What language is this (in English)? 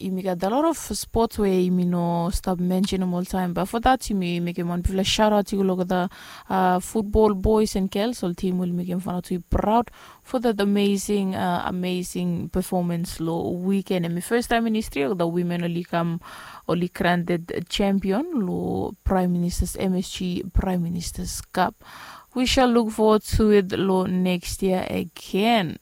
Bislama